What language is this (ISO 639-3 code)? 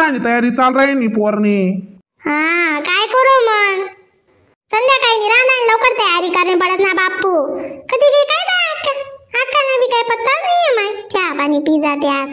khn